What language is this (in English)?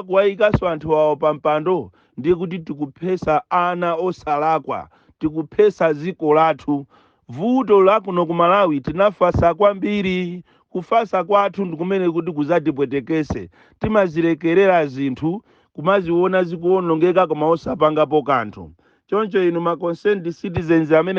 Nyanja